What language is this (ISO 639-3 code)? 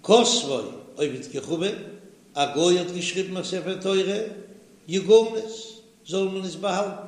yid